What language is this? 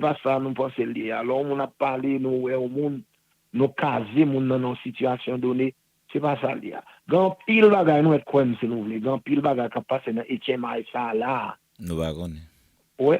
Haitian Creole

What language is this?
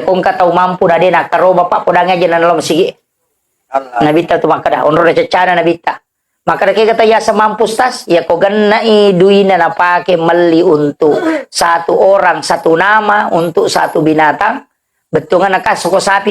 Buginese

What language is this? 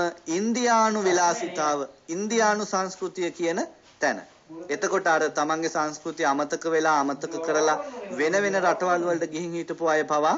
Sinhala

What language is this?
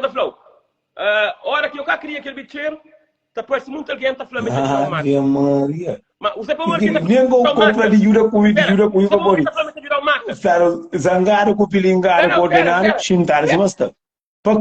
Kabuverdianu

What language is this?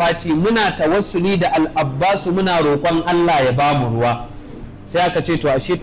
Hausa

